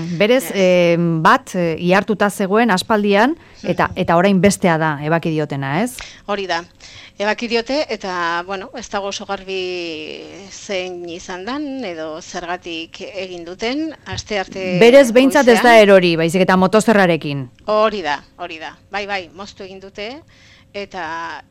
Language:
Basque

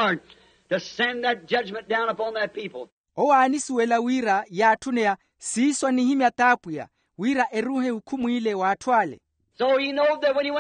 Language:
Makhuwa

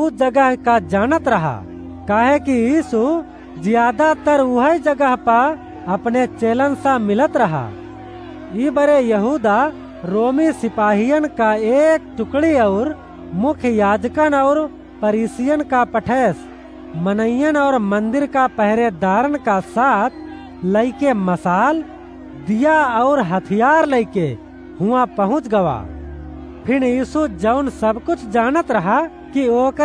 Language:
Awadhi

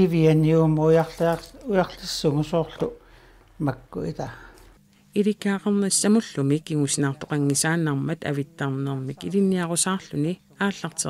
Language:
Kalaallisut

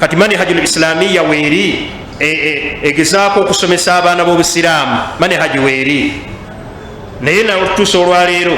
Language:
Ganda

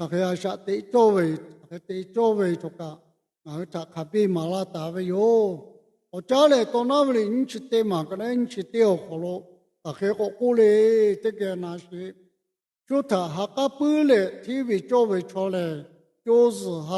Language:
Lahu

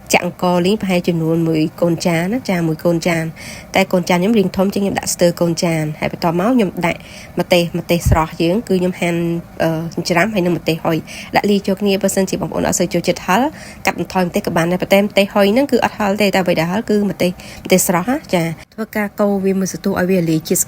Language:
Khmer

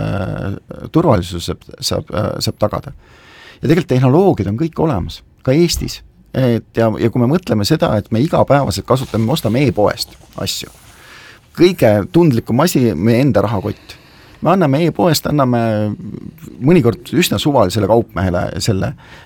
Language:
Estonian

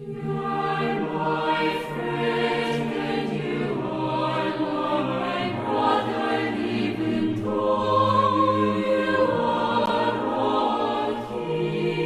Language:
South Bolivian Quechua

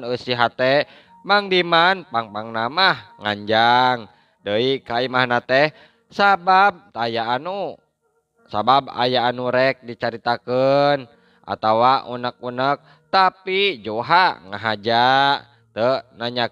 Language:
Sundanese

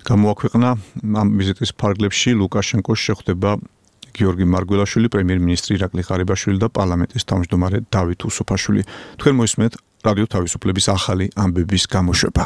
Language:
Georgian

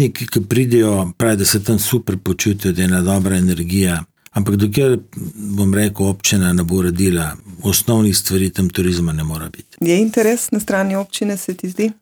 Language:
Slovenian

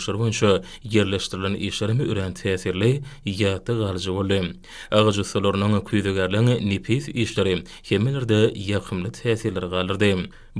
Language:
Turkmen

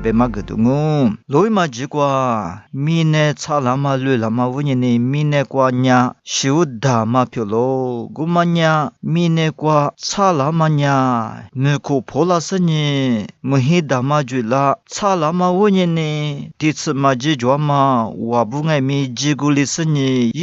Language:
Lisu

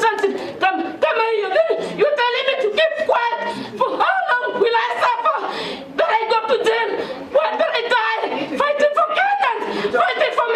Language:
Gusii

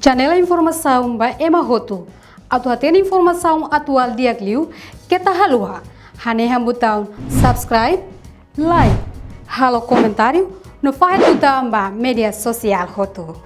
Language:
Tetum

